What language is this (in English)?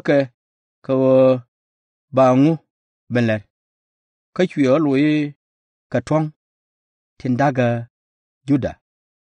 Nuer